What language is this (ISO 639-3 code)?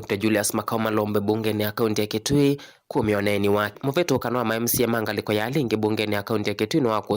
kam